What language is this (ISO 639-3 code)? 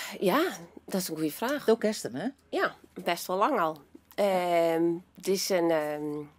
fry